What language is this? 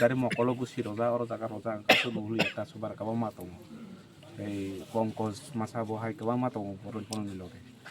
Kok Borok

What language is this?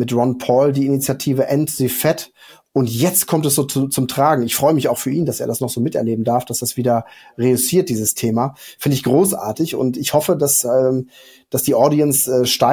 German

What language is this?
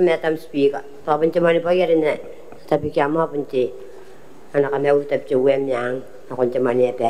Gilbertese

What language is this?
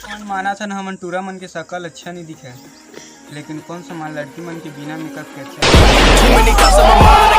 Chhattisgarhi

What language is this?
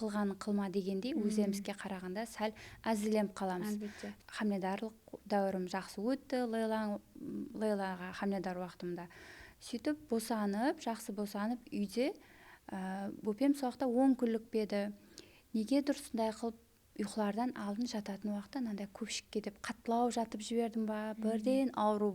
Kara-Kalpak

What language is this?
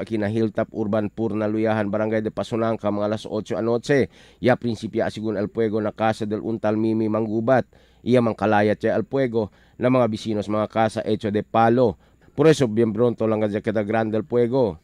Chavacano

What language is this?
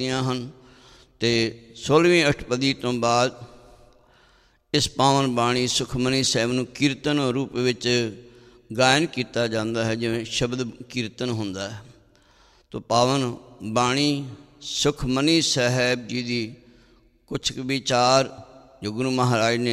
Punjabi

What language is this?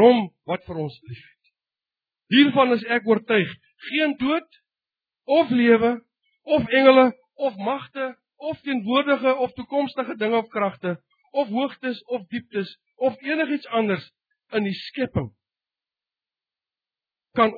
Afrikaans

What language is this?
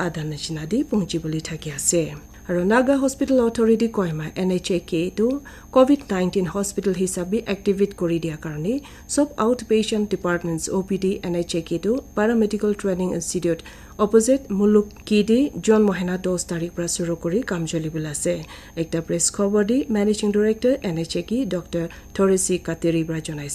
Naga Pidgin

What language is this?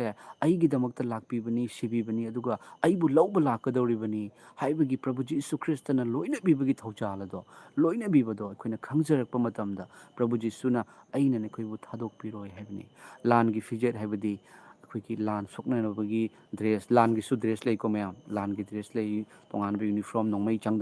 Manipuri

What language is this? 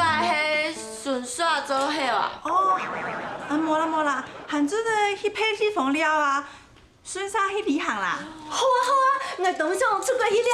Hakka Chinese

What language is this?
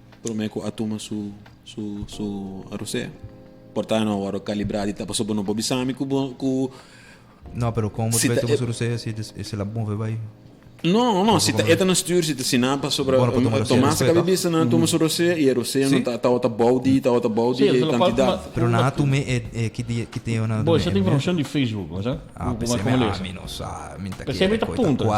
Papiamento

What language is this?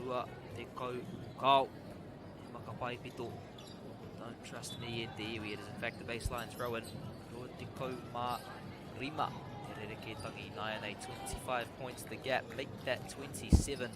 Māori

